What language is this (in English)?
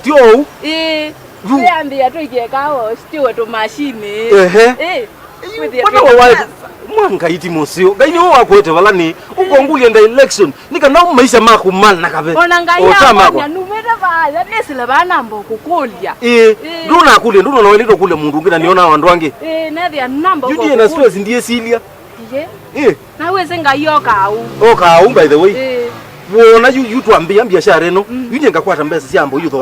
Kamba